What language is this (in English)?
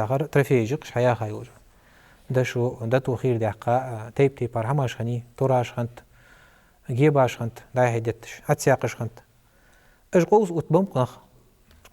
Ingush